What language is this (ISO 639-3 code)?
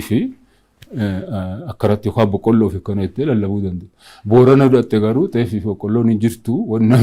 orm